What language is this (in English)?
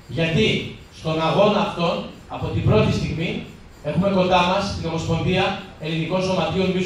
Greek